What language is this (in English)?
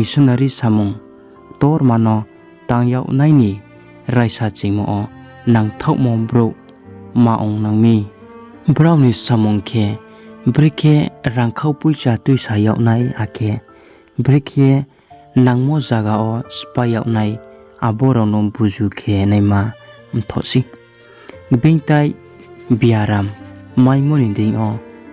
Riang (India)